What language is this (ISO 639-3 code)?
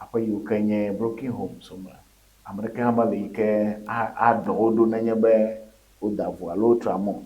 ewe